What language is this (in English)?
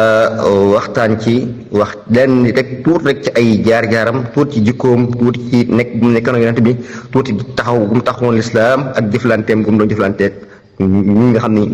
Wolof